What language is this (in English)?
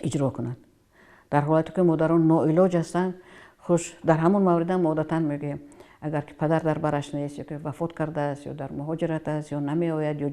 Tajik